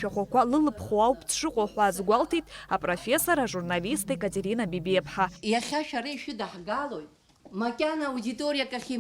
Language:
Abkhazian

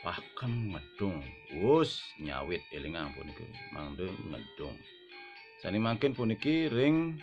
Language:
Balinese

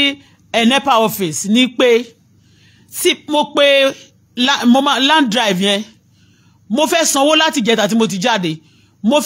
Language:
Yoruba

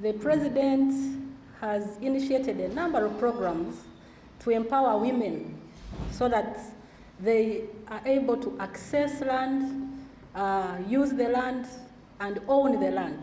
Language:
Tswana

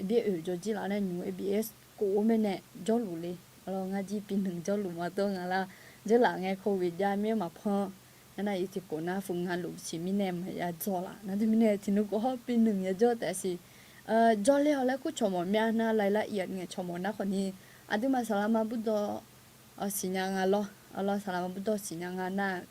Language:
Akha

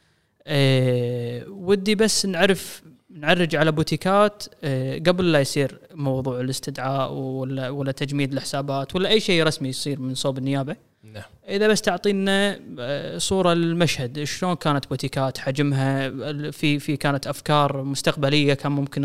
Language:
Gulf Arabic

